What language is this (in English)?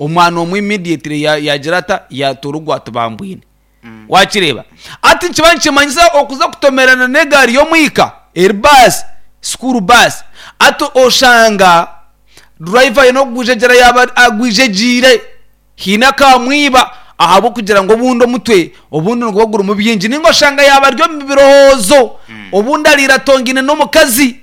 Nyankole